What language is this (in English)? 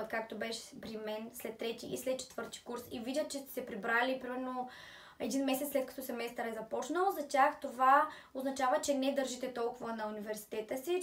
Bulgarian